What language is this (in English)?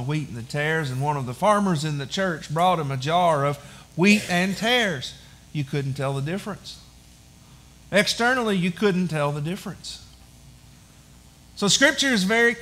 English